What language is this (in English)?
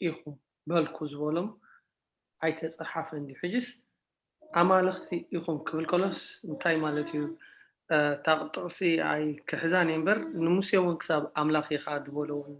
Tigrinya